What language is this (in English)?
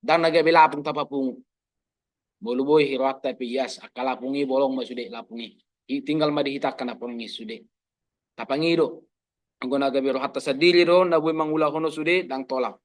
Batak Toba